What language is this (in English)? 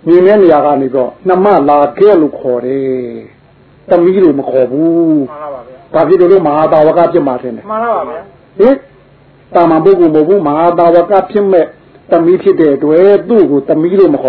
Burmese